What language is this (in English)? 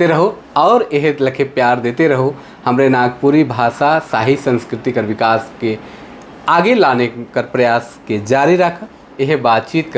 Sadri